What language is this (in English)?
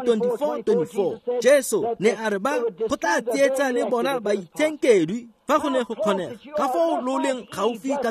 Tswana